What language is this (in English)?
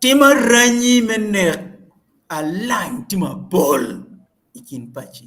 Acoli